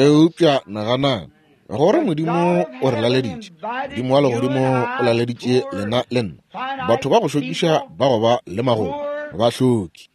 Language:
Northern Sotho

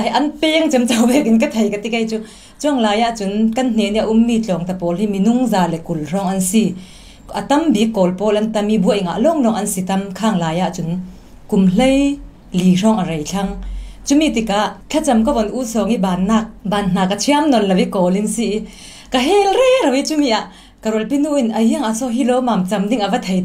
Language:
Falam Chin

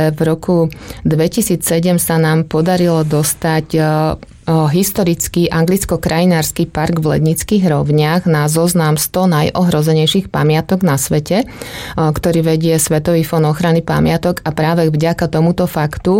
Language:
Slovak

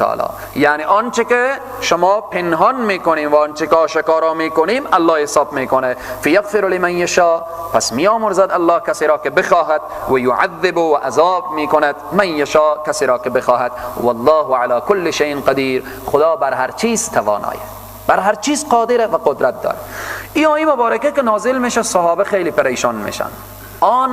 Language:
Persian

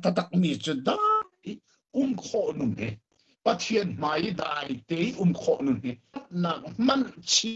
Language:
Hakha Chin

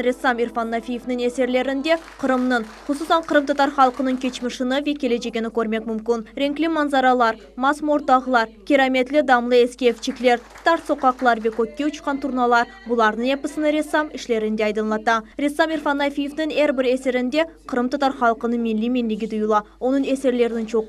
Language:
Crimean Tatar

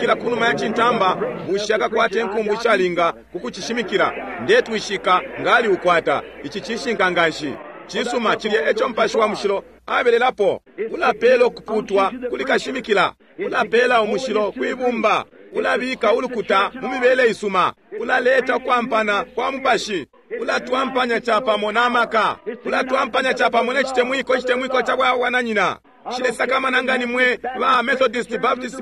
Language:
Bemba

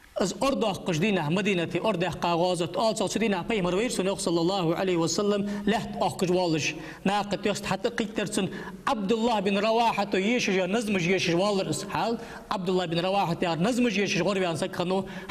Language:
Ingush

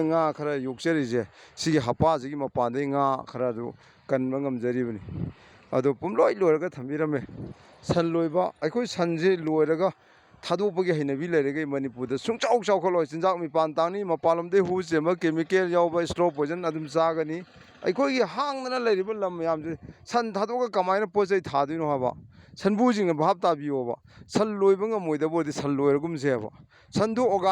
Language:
Manipuri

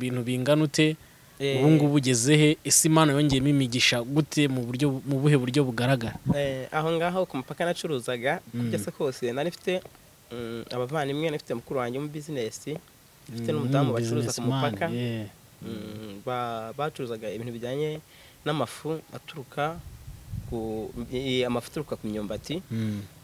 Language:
Kinyarwanda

